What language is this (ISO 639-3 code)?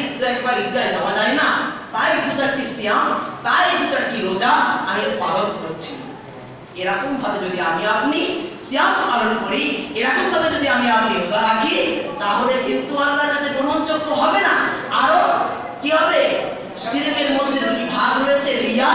ben